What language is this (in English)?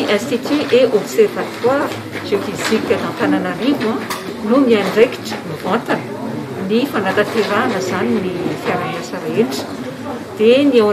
Malagasy